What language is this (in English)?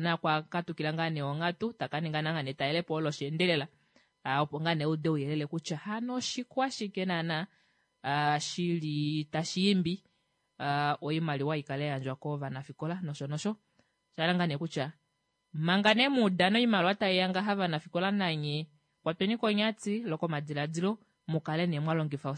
Kuanyama